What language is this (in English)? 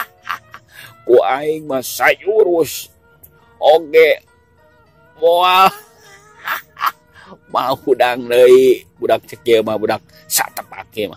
Sundanese